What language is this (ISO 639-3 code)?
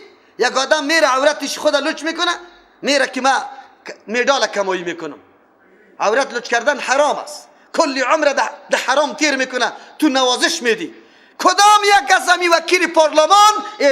fas